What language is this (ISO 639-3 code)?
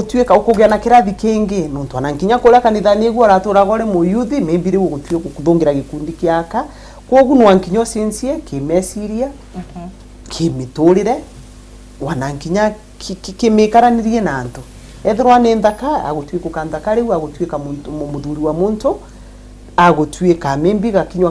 mer